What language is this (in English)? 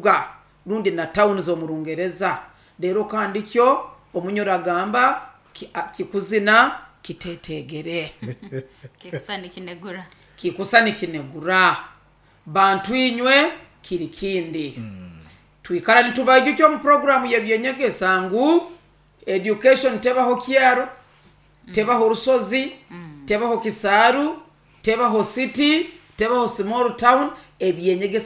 Nyoro